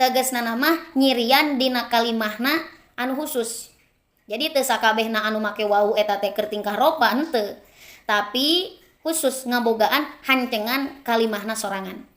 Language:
Sundanese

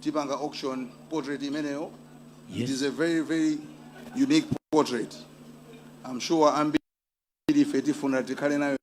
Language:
Nyanja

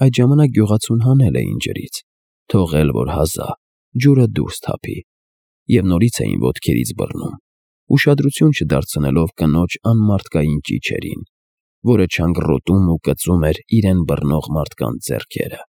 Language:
Armenian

